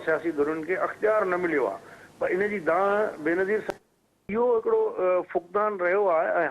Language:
Sindhi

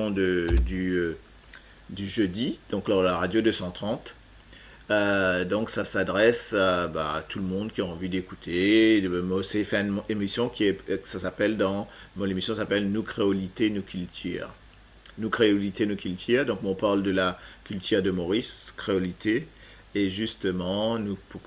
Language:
Morisyen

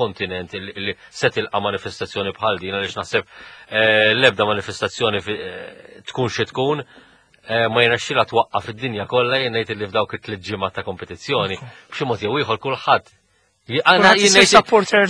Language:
Maltese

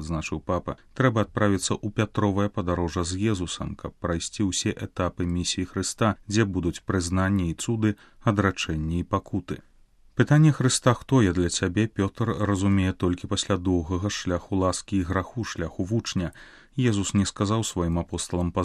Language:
Belarusian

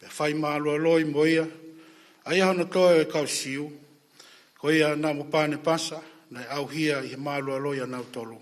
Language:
Tongan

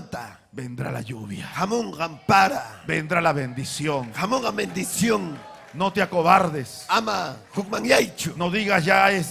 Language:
Ayacucho Quechua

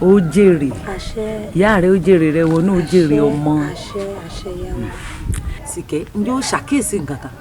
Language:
Yoruba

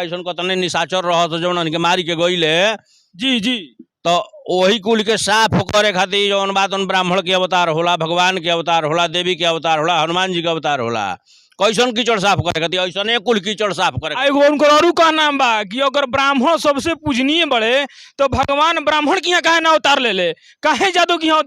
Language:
Bhojpuri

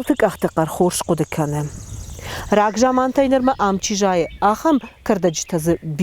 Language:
Ossetic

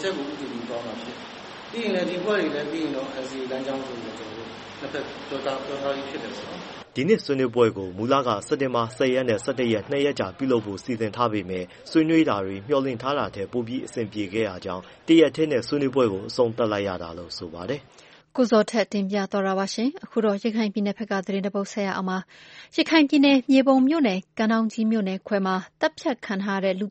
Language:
Burmese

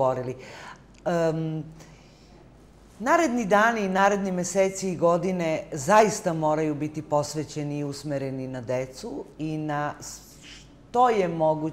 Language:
Serbian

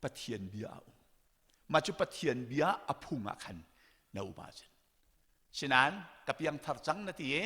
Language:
Hakha Chin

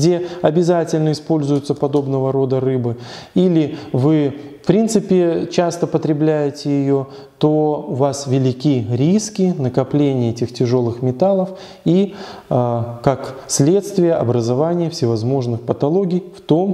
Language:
Russian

